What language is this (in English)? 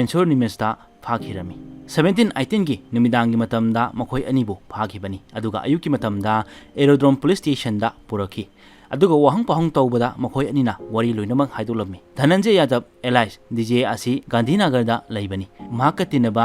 Manipuri